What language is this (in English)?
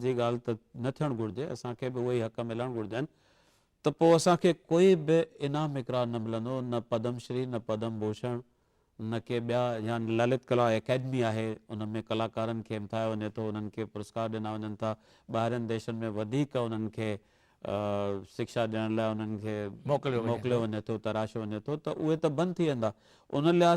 Sindhi